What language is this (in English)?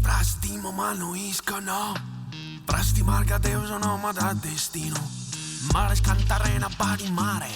Sardinian